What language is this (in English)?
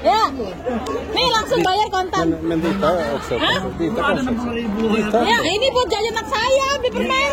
Betawi